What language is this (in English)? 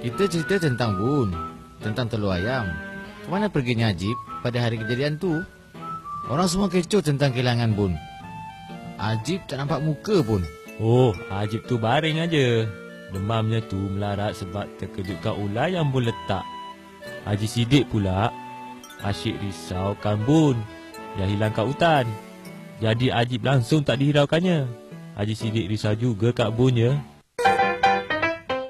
Malay